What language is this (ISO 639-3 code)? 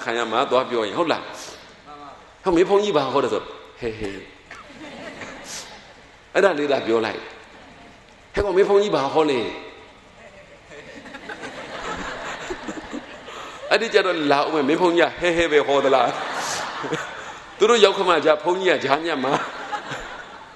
mya